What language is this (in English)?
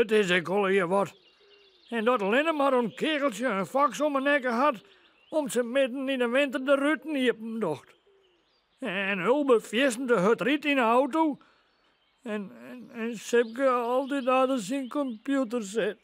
Western Frisian